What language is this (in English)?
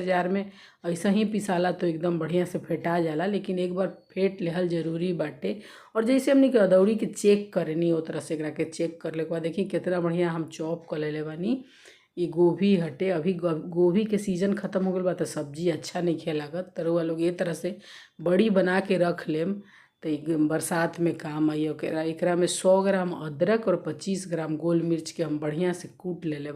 Bhojpuri